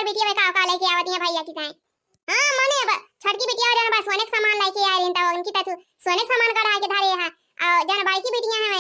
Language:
Awadhi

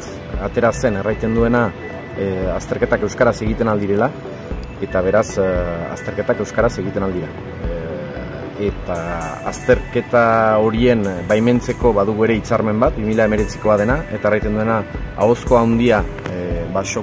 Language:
Basque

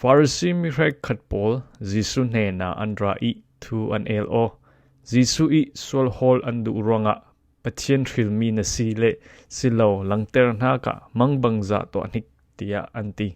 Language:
Falam Chin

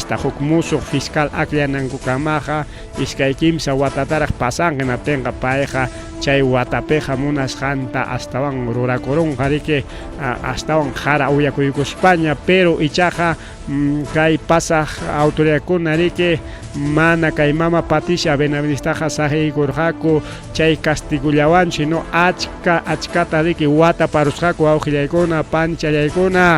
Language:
Ayacucho Quechua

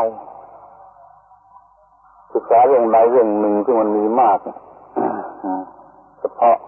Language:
Thai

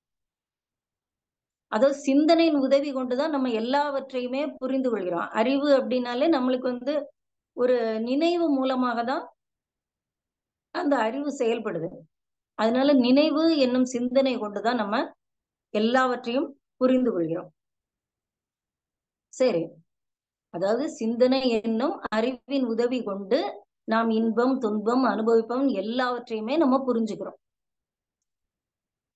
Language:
Tamil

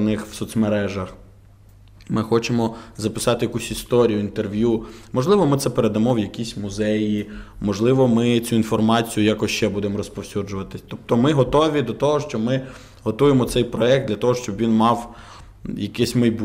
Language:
Ukrainian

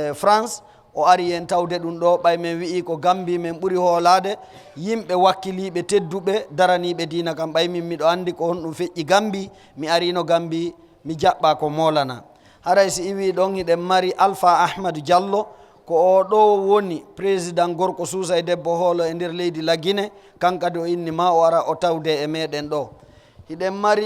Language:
Fula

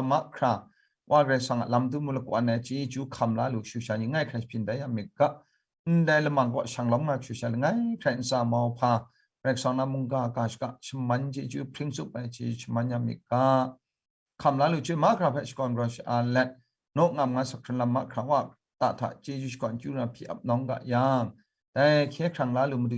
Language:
Kachin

